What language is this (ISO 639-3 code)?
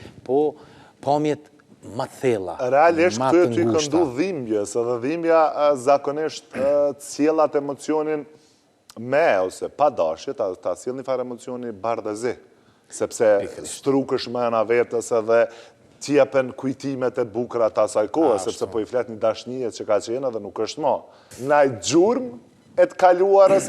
sqi